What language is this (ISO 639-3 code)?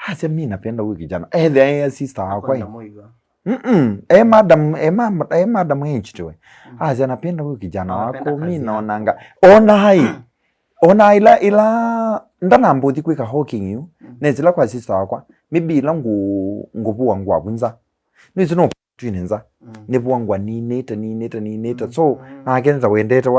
kam